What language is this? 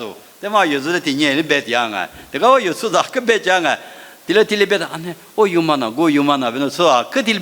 Lisu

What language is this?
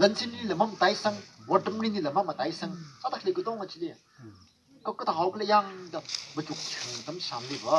Tangkhul Naga (India)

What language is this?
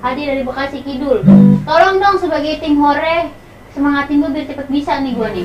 Betawi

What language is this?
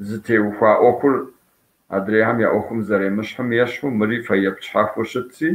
Kabardian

